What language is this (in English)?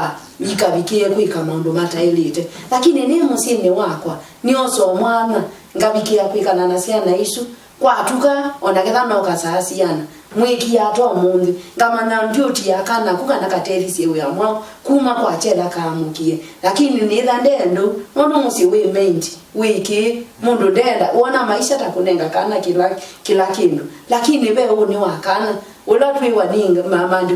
Kamba